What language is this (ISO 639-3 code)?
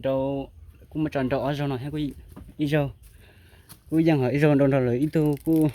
hmn